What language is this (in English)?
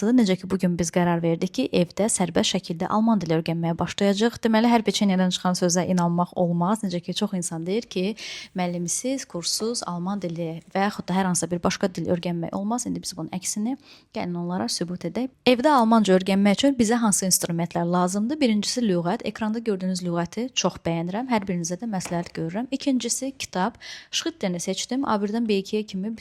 Azerbaijani